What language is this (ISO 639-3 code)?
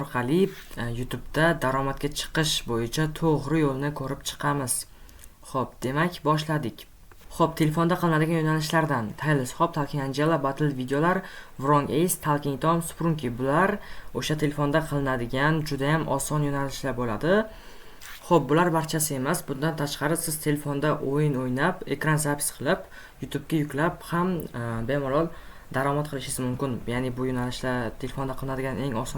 uzb